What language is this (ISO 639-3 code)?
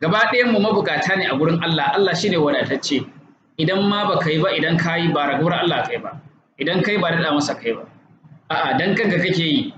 hau